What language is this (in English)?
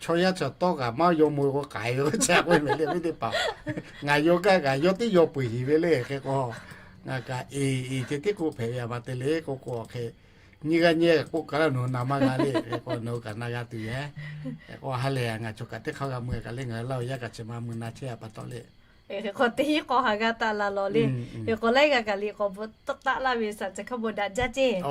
Lahu